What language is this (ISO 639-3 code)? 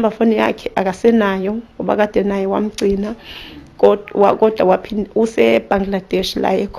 zul